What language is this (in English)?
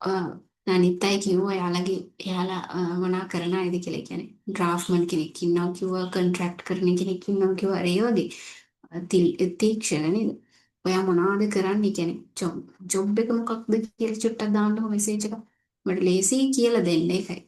Sinhala